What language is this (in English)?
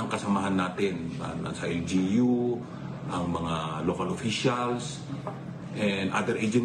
Filipino